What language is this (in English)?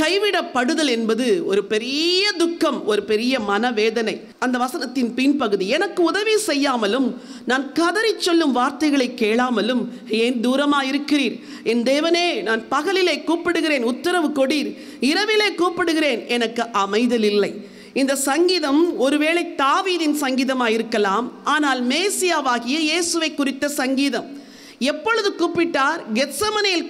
Tamil